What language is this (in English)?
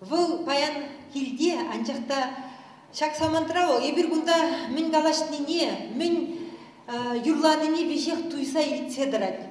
Chuvash